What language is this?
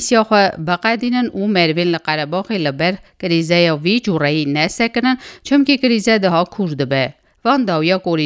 Kurdish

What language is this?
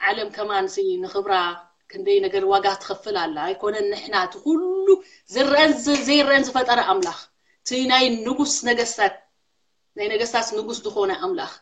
Tigrinya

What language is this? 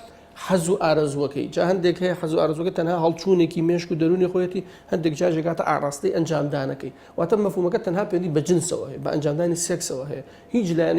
Central Kurdish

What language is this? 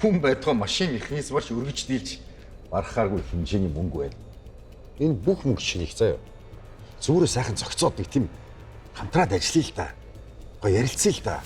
Mongolian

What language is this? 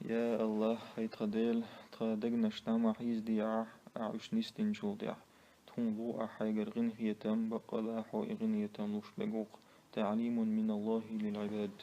Chechen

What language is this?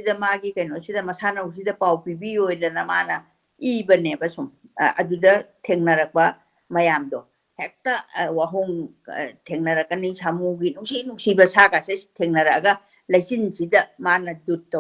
Manipuri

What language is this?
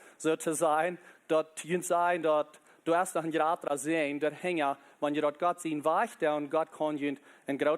Plautdietsch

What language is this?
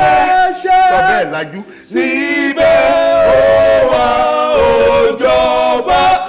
Yoruba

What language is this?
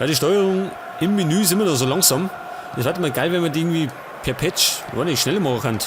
Bavarian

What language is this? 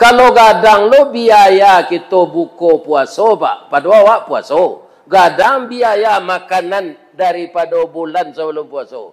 Minangkabau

